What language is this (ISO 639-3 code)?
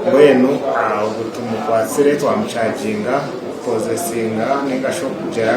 nyn